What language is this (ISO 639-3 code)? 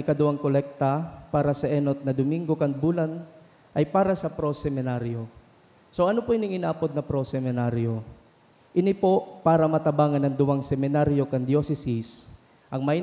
bik